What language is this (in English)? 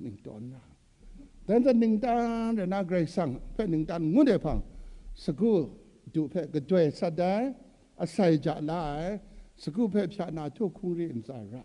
Kachin